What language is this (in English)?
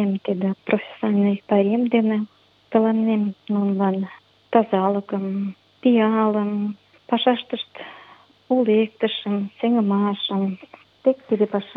Mari